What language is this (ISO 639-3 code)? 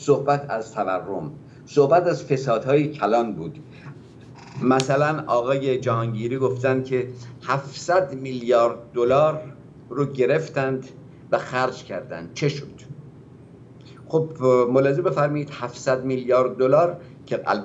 fas